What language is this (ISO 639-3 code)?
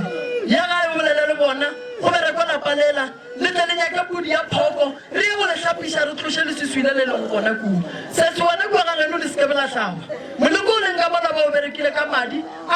nso